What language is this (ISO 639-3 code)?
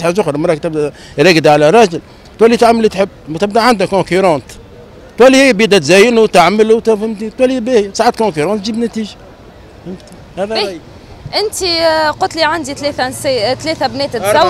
aeb